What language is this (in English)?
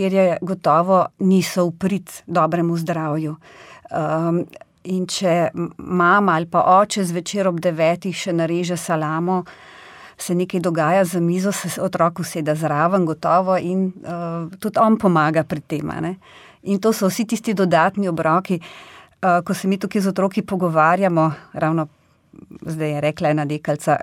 Slovenian